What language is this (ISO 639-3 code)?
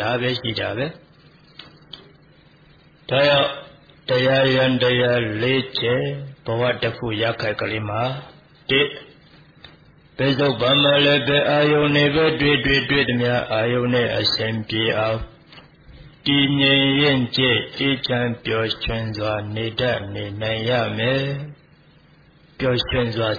mya